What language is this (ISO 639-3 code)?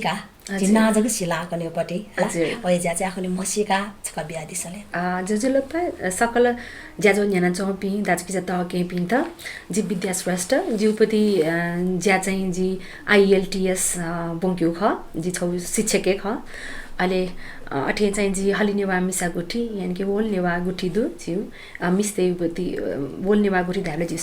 new